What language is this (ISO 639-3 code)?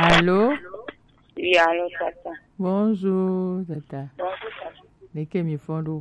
gej